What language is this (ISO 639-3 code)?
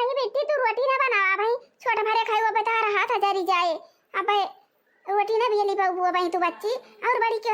awa